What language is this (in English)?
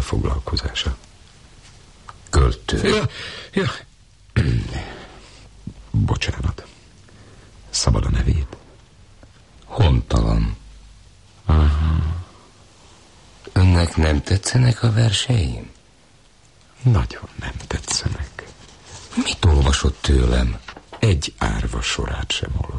Hungarian